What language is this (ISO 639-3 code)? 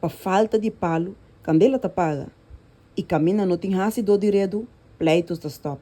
pap